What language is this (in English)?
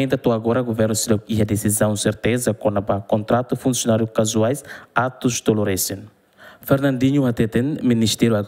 Tetum